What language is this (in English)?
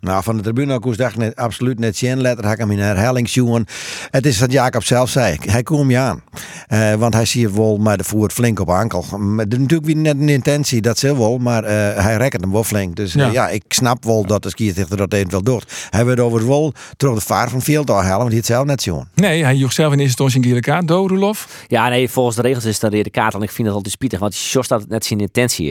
Western Frisian